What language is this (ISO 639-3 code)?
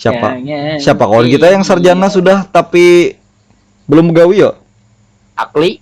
bjn